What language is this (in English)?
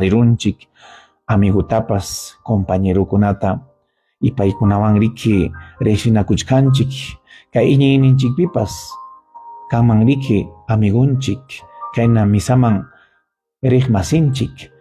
Ayacucho Quechua